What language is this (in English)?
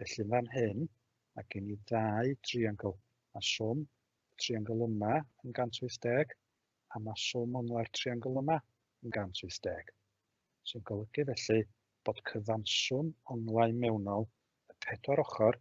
Welsh